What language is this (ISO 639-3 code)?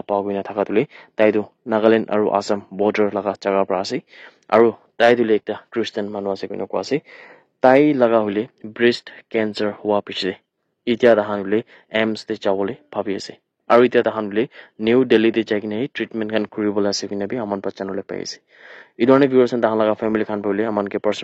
nag